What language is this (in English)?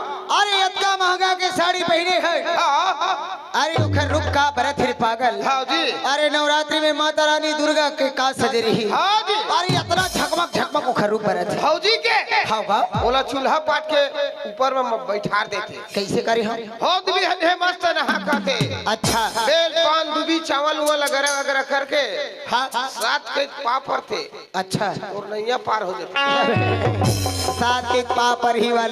Chhattisgarhi